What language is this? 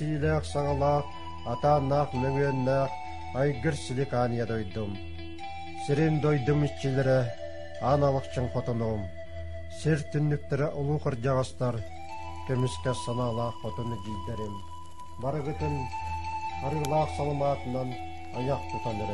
Yakut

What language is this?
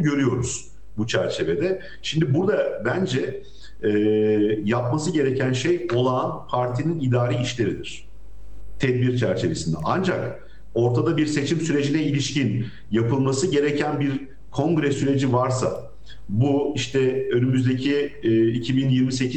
Turkish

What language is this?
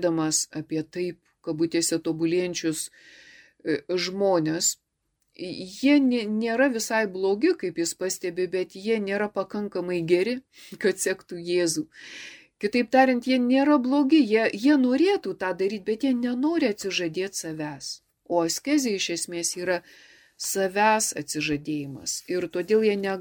Lithuanian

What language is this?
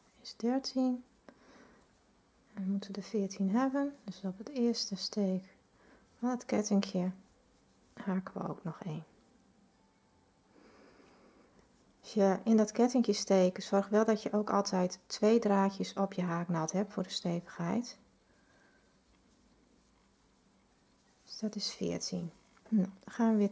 Dutch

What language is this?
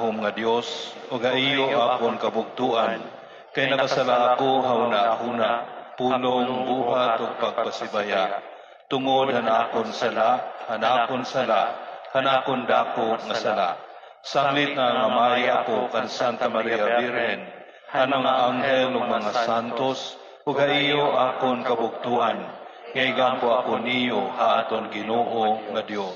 Waray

